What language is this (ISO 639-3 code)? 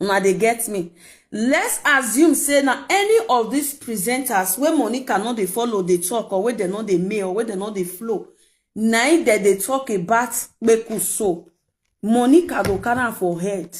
pcm